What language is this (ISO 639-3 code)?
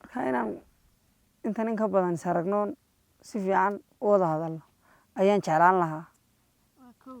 som